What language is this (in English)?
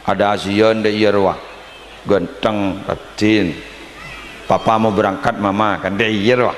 Madurese